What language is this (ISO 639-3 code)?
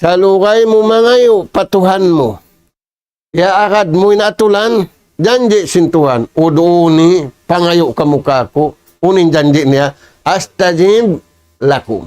tsg